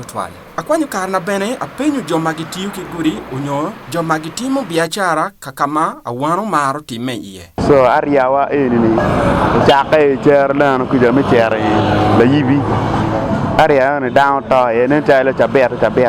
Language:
Acoli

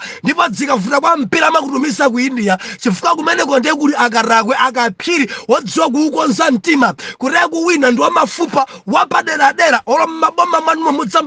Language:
Nyanja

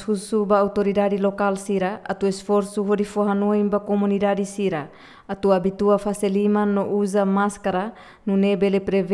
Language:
Tetum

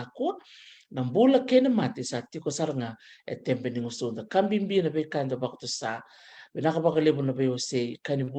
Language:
Fijian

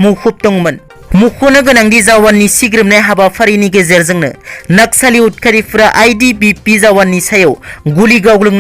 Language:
Bodo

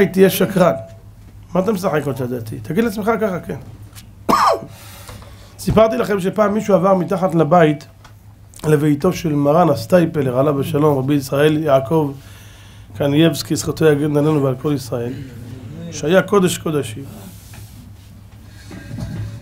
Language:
Hebrew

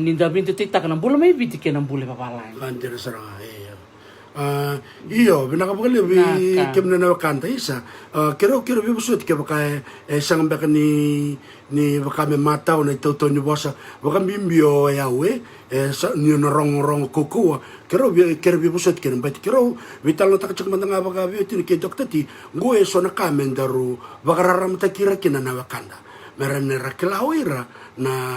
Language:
Fijian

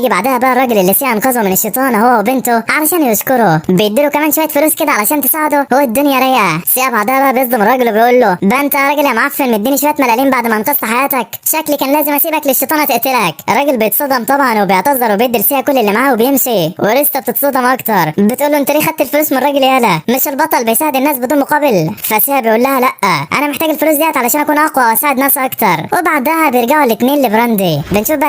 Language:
Egyptian Arabic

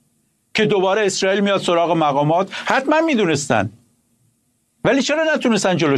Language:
Persian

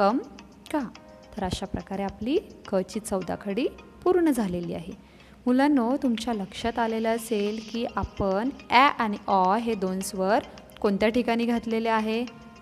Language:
Marathi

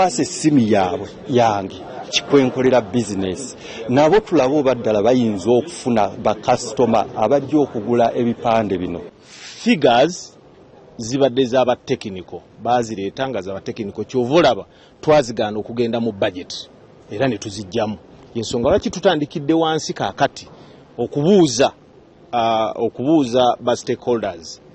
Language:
Ganda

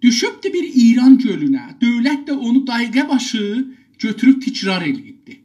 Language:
South Azerbaijani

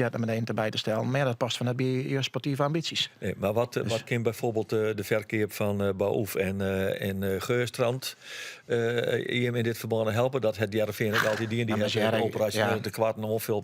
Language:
Western Frisian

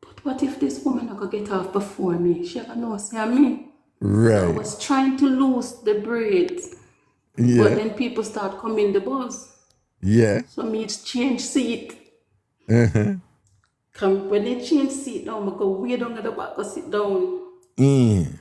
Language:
Jamaican Creole English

